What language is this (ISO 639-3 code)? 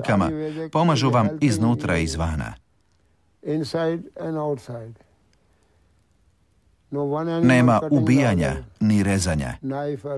hrv